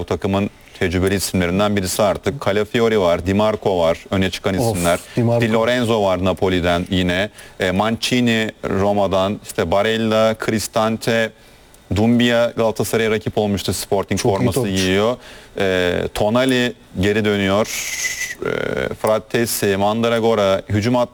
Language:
Turkish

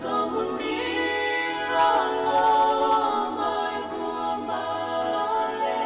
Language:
Fijian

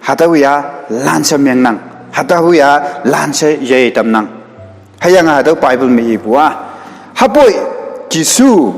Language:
Konyak Naga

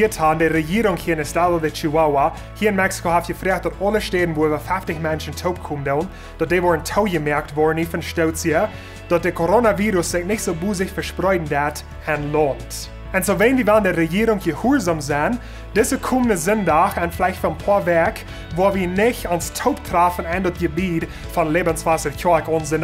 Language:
Plautdietsch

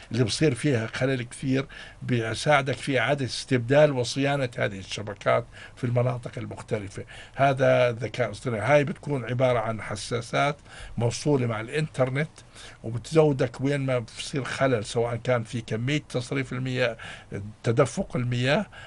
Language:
North Levantine Arabic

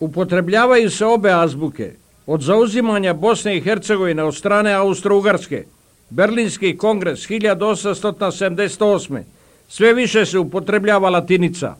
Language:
Bosnian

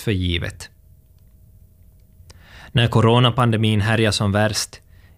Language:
Swedish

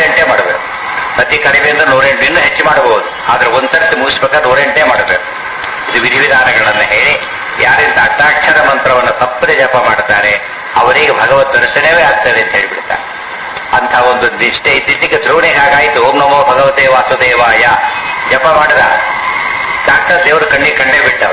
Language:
Kannada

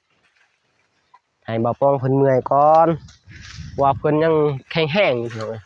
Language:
Lao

